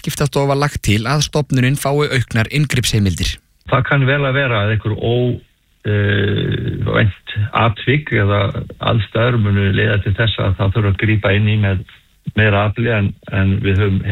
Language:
Icelandic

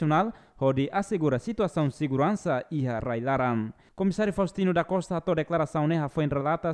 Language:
Tetum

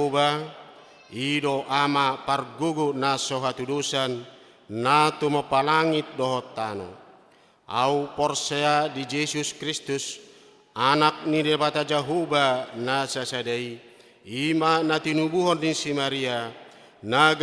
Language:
Batak Toba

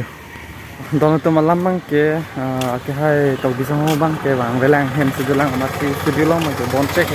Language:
Karbi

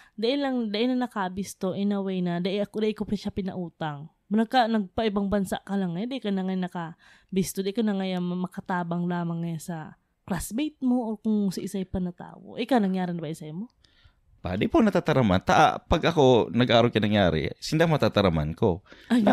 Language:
Bikol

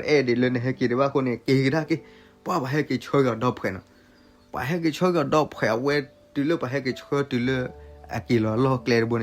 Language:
S'gaw Karen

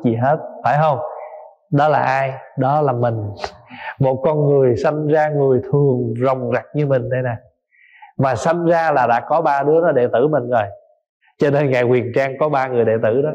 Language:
Vietnamese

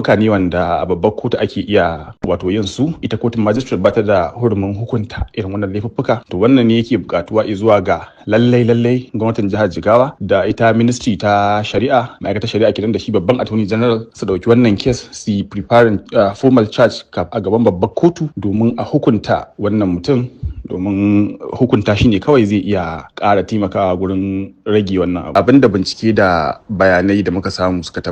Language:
Hausa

